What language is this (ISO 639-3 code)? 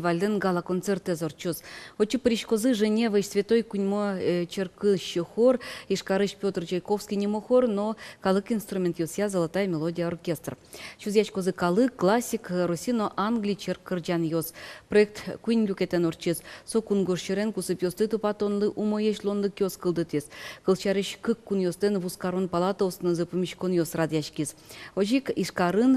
udm